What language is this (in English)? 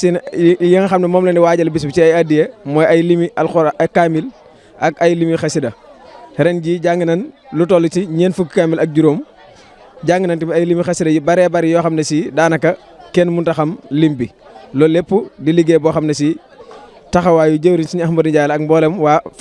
Wolof